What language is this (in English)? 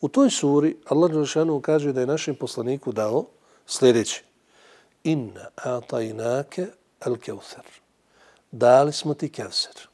Bosnian